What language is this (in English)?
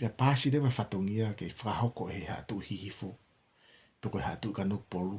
Tongan